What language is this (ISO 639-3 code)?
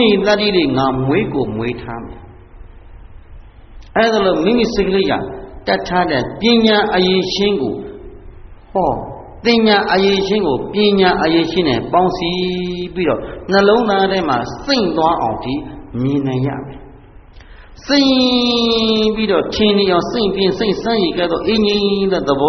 mya